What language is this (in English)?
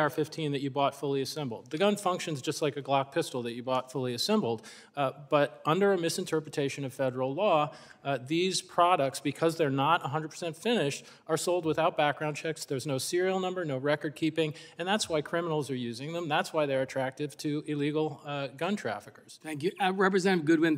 English